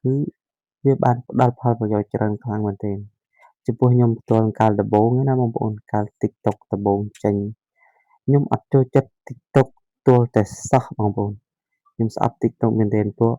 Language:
Khmer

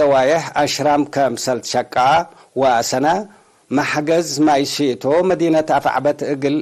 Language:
Tigre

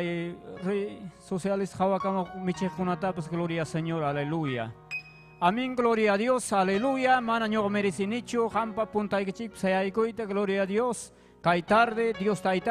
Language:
Ayacucho Quechua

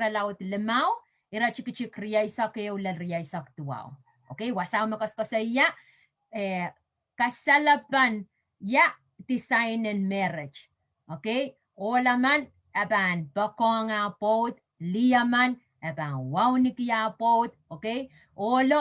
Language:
Pohnpeian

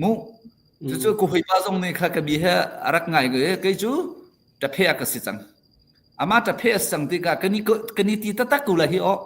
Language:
Hakha Chin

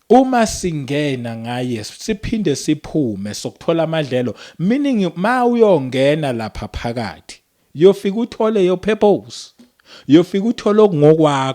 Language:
Zulu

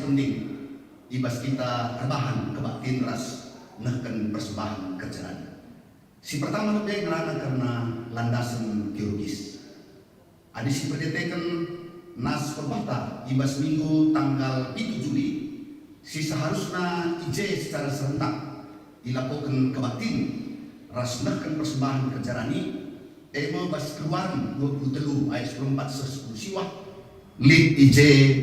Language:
Batak Karo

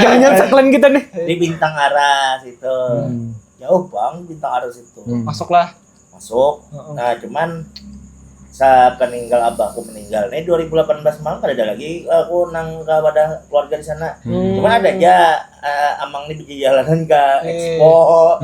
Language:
Banjar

